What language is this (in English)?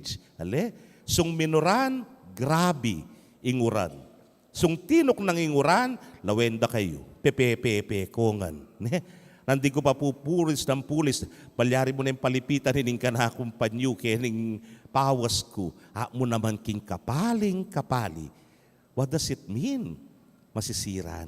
Pampanga